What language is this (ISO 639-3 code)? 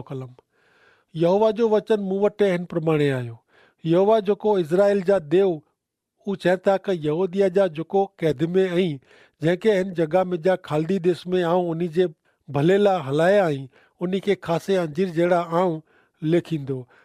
kfr